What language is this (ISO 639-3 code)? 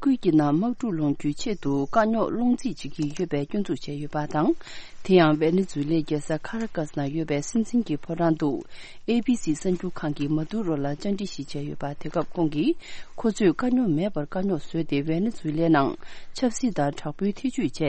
bod